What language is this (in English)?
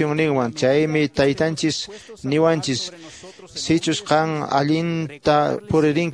Quechua